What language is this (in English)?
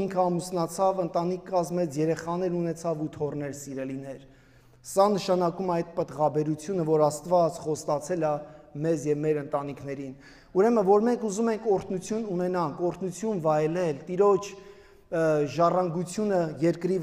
Armenian